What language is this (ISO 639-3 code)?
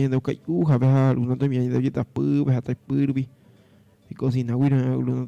grn